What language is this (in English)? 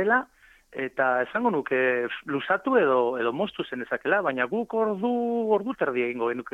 Basque